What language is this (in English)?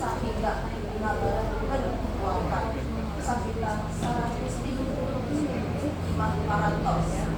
Sundanese